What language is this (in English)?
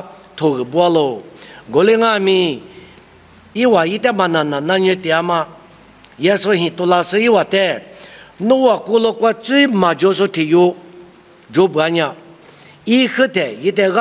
Lisu